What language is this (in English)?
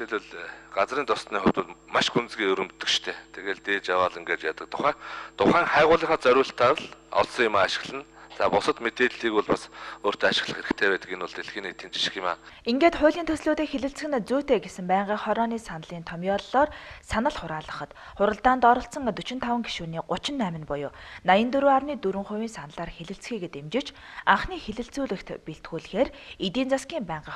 Mongolian